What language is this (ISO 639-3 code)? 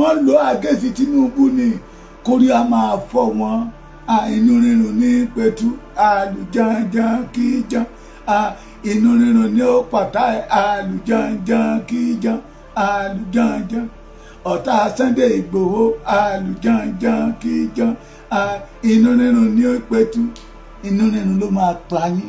yor